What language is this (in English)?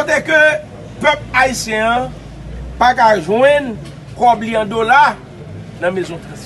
Haitian Creole